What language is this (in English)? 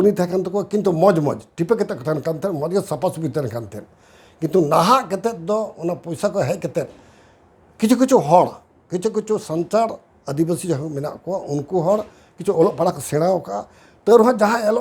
Santali